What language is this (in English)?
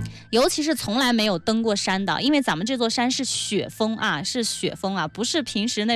Chinese